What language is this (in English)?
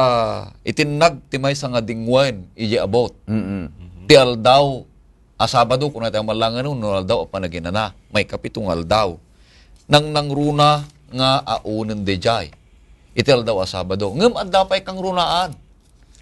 Iloko